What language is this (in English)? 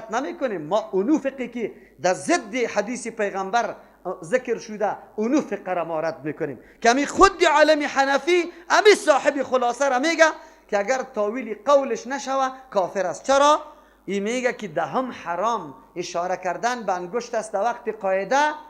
Persian